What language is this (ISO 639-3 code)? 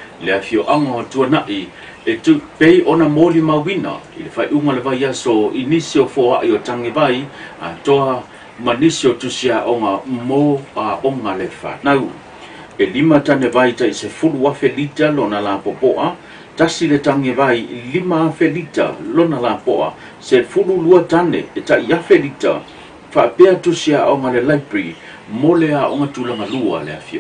smo